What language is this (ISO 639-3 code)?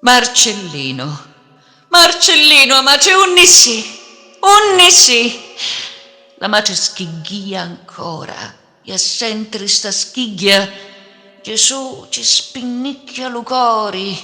scn